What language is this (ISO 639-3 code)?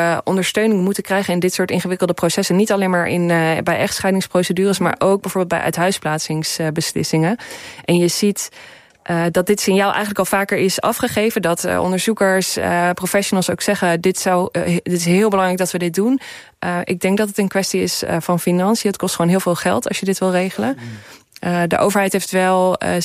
nld